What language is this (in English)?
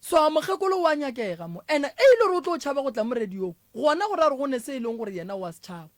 Northern Sotho